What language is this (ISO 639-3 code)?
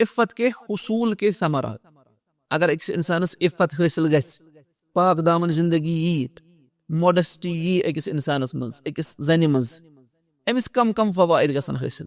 kas